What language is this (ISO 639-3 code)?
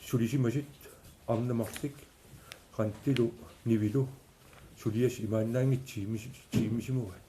kal